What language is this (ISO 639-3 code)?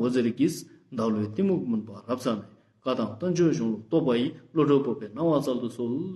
lbj